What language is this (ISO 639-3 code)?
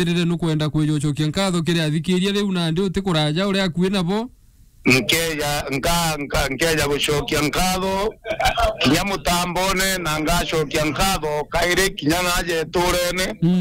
mer